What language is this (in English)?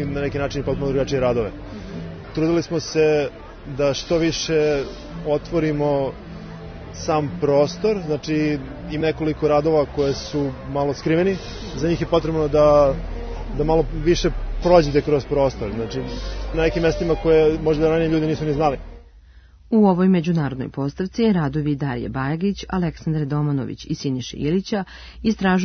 Serbian